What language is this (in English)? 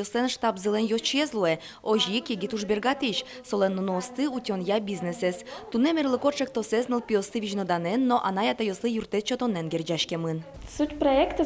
Udmurt